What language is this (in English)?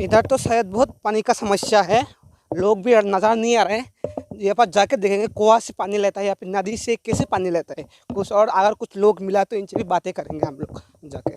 Riang (India)